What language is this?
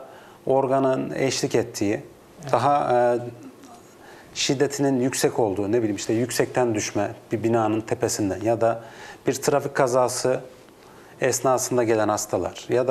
Turkish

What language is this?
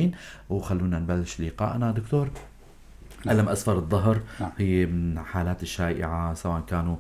North Levantine Arabic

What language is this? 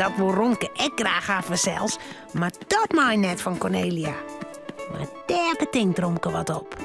Western Frisian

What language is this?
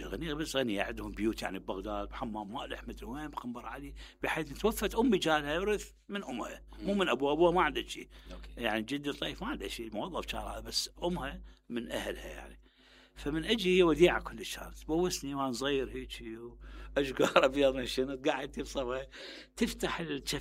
Mesopotamian Arabic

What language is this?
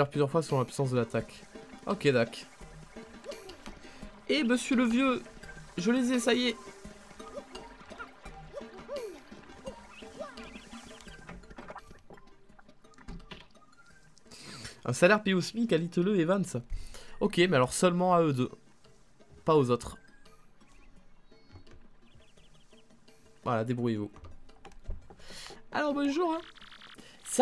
French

